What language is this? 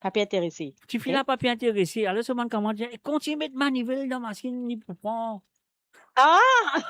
Morisyen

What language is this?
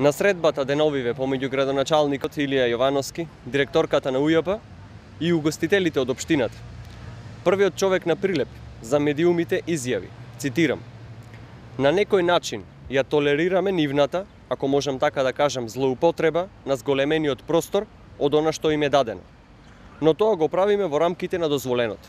Macedonian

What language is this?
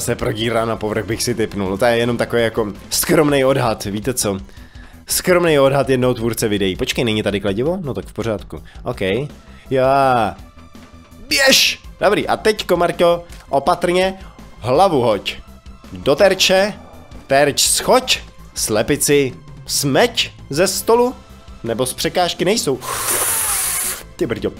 Czech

